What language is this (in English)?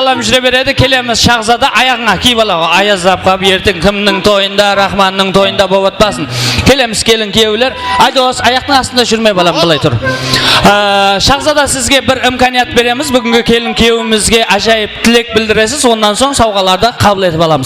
Kara-Kalpak